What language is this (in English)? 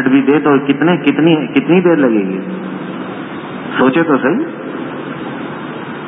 Urdu